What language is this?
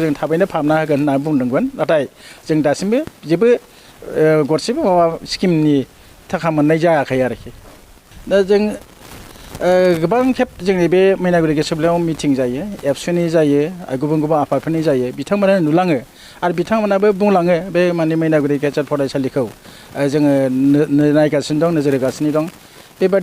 Bodo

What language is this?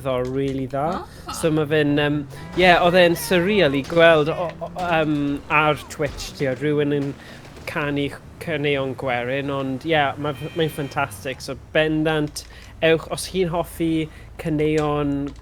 Welsh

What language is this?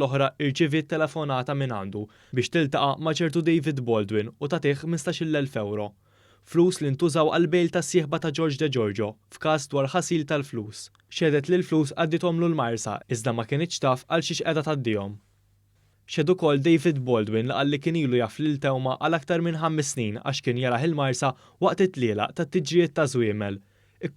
Maltese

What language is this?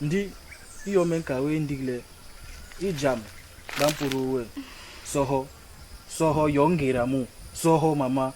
Basaa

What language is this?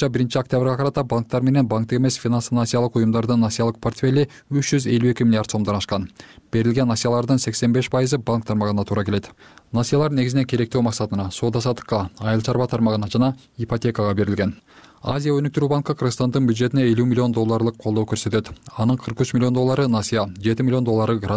Kyrgyz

